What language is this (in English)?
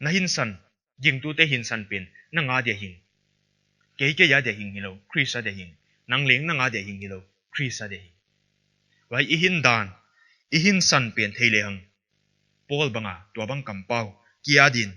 Paite Chin